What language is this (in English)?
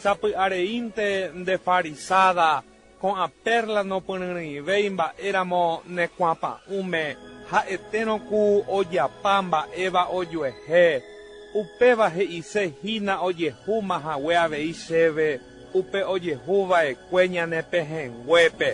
Guarani